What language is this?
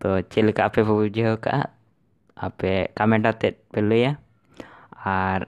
Santali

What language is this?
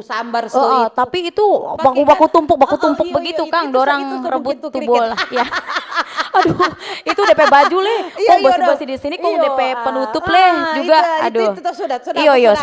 Manado Malay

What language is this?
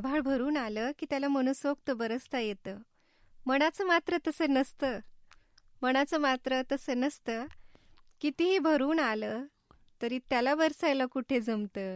Marathi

